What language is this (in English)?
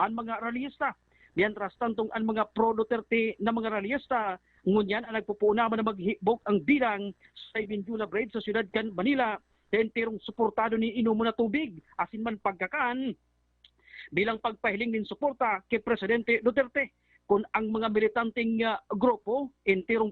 Bikol